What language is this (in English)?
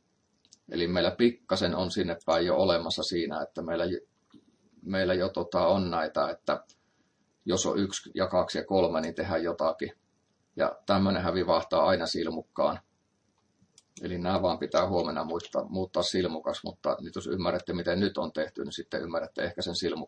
Finnish